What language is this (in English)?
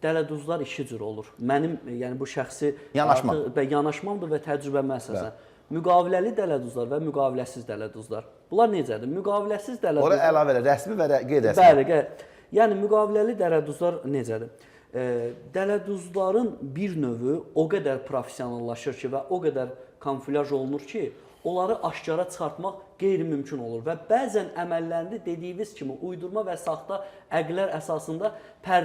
Azerbaijani